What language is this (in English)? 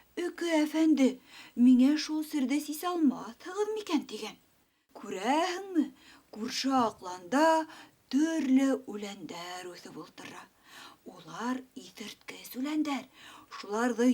Bashkir